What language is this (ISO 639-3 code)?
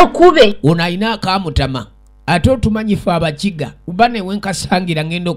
lug